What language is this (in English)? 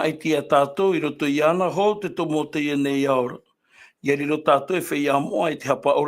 Tahitian